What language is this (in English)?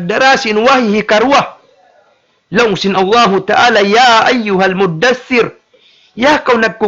Tausug